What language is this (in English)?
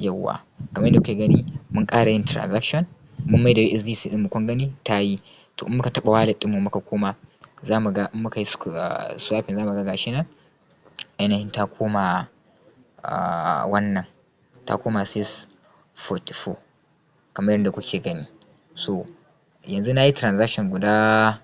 Hausa